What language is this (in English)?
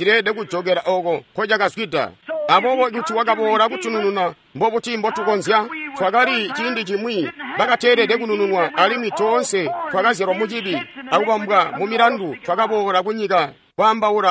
Tonga (Zambia)